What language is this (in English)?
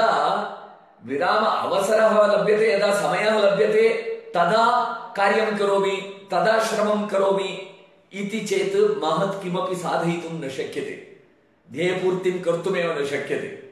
Sanskrit